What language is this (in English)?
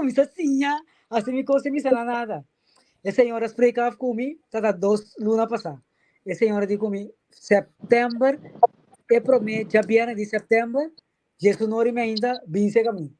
Papiamento